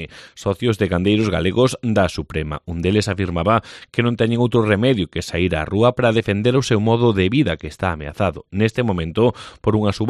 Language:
Galician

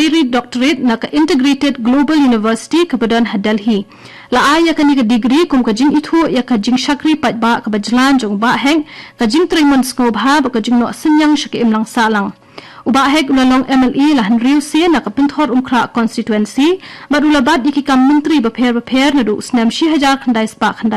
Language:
Khasi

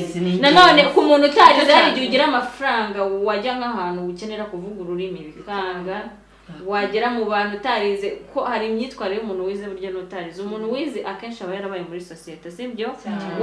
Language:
Kinyarwanda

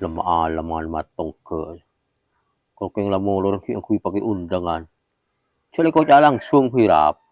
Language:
Madurese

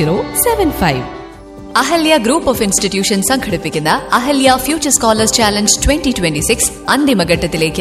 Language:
Malayalam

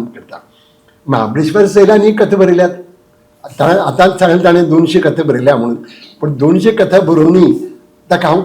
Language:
Konkani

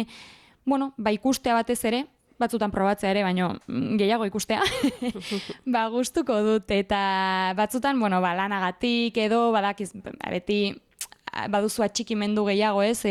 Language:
Basque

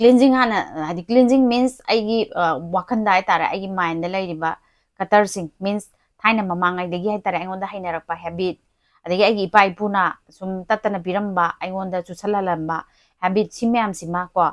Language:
Manipuri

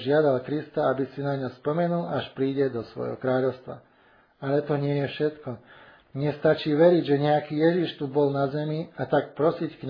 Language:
Slovak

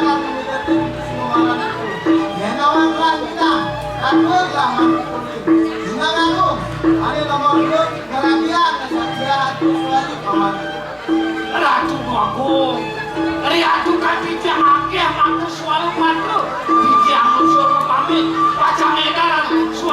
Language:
Balinese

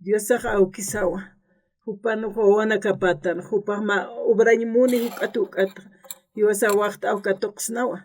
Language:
Aymara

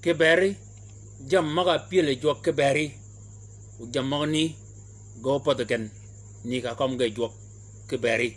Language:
Shilluk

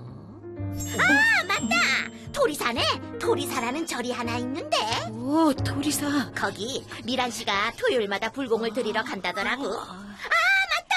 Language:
Korean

